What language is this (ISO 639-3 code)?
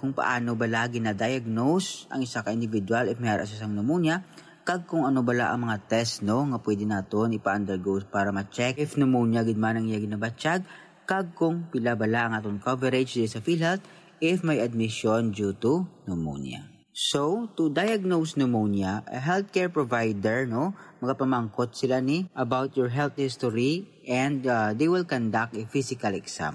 hil